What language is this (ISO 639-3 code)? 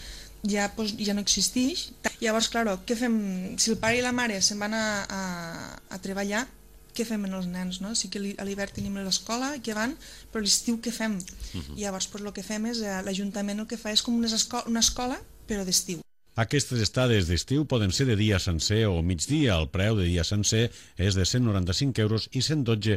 cat